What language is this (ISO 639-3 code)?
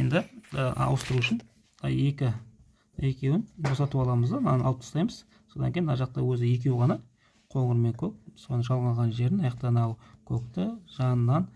kaz